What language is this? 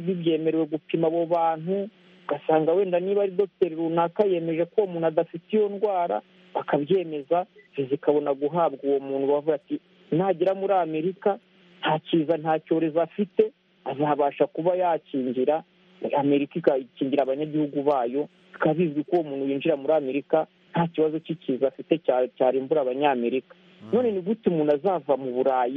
Kinyarwanda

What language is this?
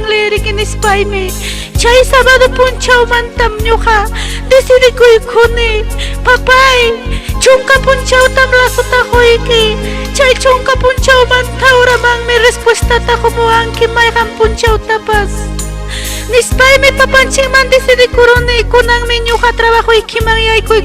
Ayacucho Quechua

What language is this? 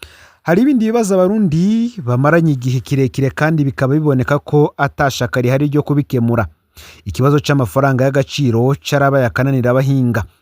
Rundi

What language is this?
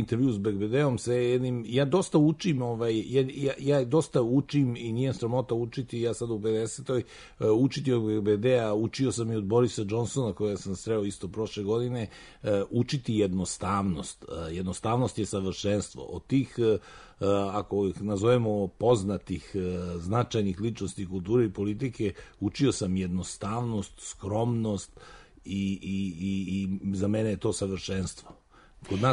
Serbian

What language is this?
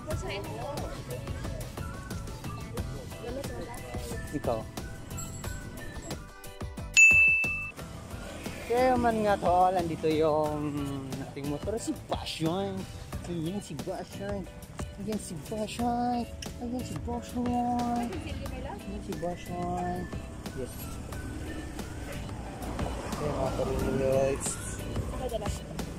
Filipino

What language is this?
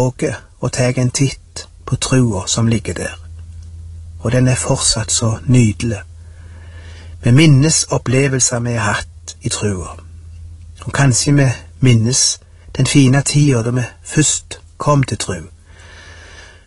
Norwegian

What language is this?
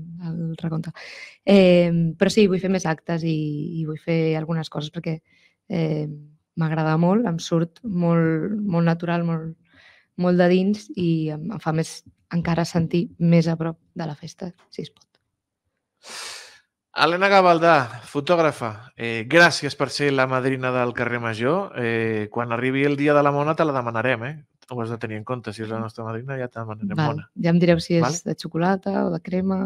Catalan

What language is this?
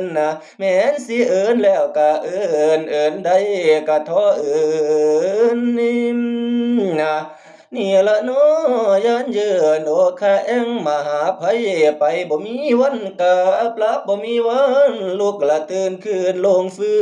Northeastern Thai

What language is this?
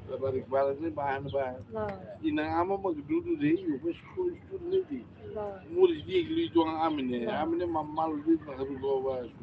Tetum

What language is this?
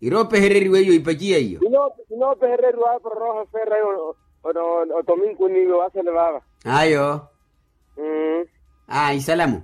Makhuwa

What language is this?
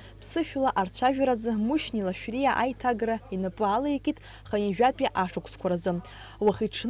Abkhazian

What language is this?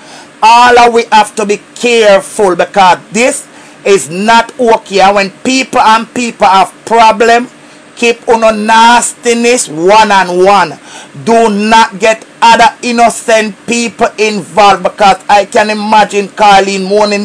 Jamaican Creole English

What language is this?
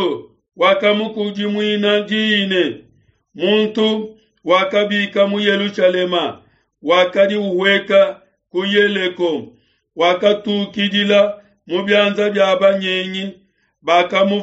Luba-Lulua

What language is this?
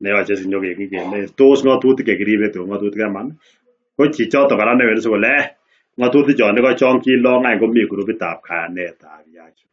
Kalenjin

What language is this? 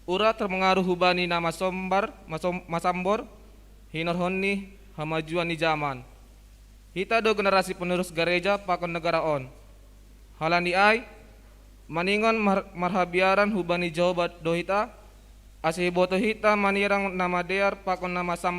Batak Simalungun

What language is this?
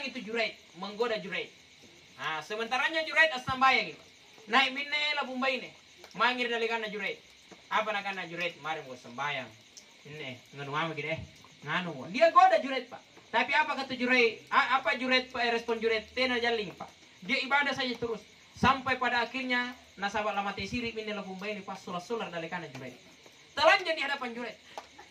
Makasar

